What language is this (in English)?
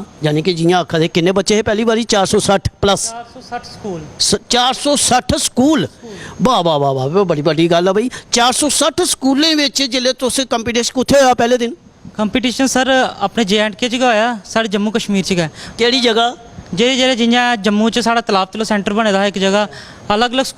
Dogri